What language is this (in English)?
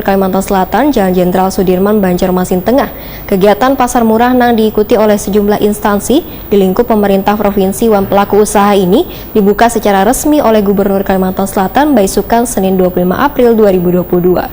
Banjar